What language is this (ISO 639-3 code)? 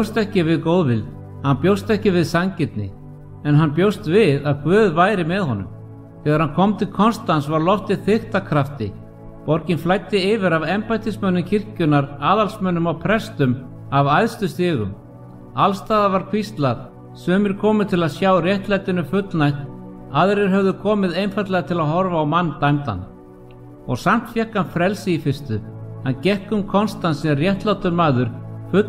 isl